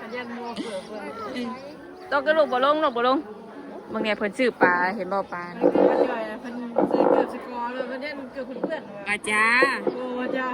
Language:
Northeastern Thai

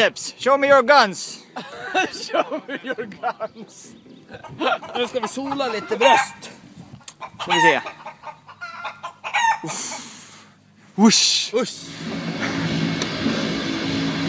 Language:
Swedish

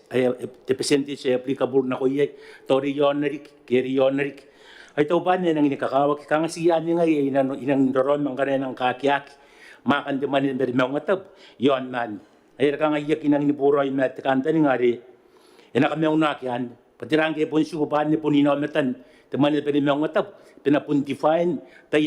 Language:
Gilbertese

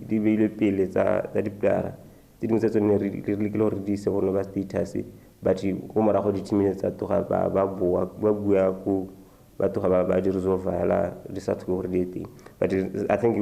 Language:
Tswana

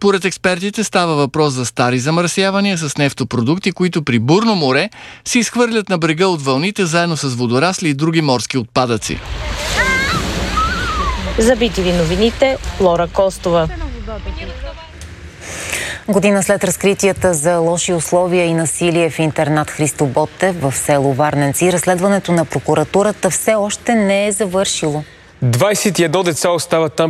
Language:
Bulgarian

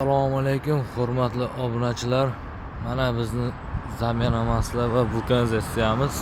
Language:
Uzbek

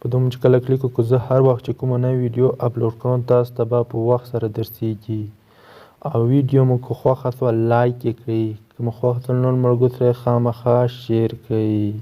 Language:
Pashto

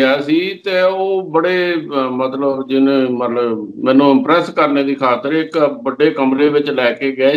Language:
Punjabi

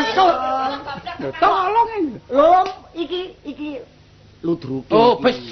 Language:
Javanese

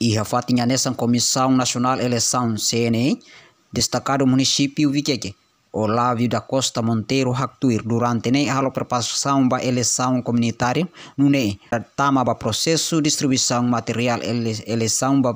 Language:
Tetum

